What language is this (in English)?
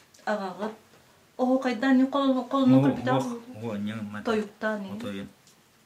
Yakut